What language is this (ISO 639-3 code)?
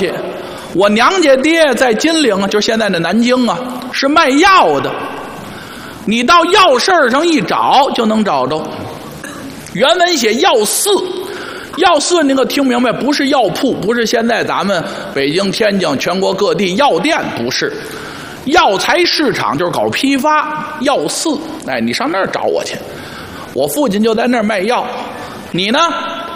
zho